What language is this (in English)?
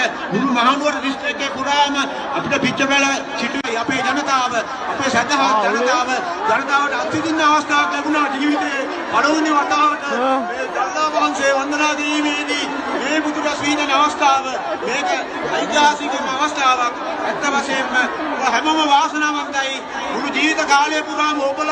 Sinhala